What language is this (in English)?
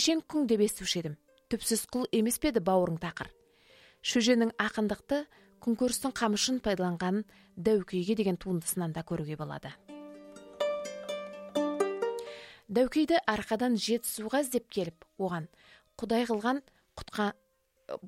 Kazakh